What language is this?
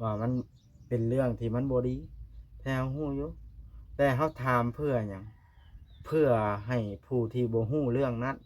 Lao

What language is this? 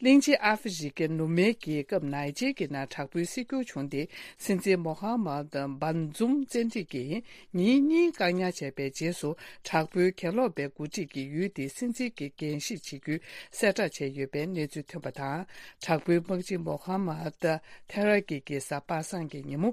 Tibetan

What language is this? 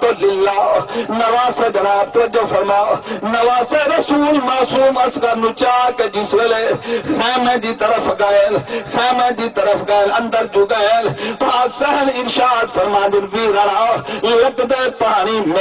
Saraiki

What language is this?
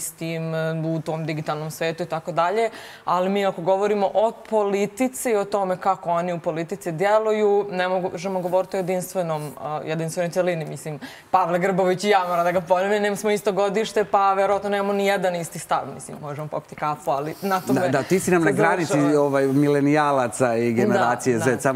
Serbian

